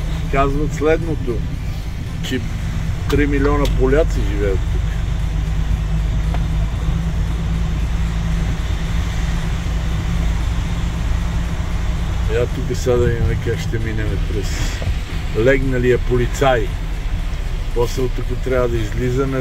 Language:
Bulgarian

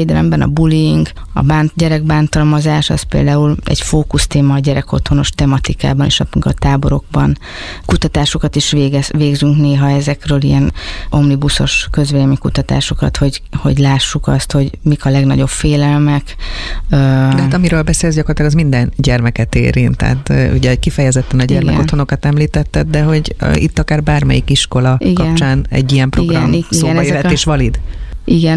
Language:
Hungarian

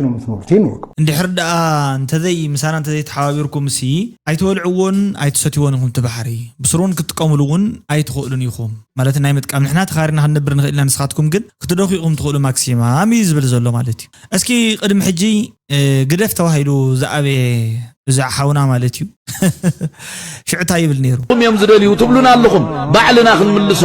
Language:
Tigrinya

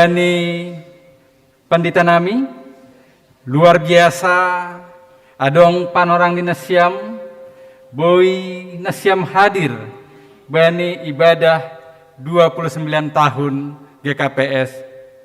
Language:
Batak Simalungun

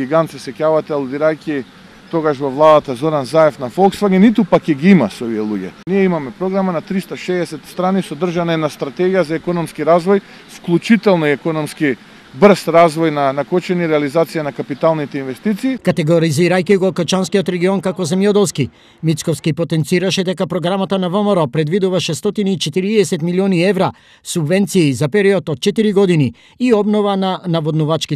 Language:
Macedonian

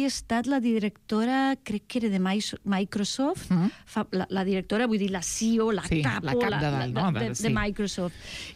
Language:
Catalan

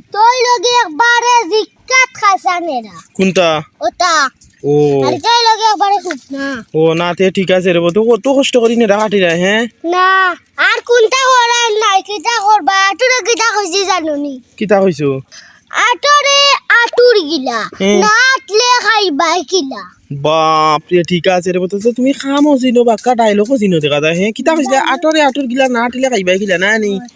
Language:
Sylheti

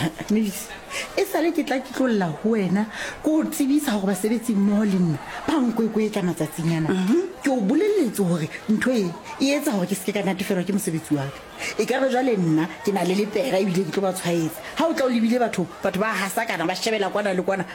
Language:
Southern Sotho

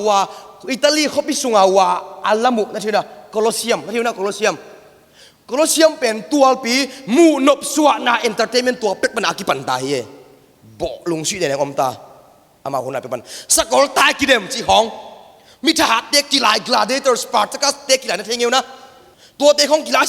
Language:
Tedim Chin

